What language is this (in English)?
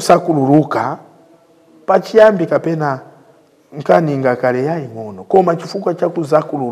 Nyanja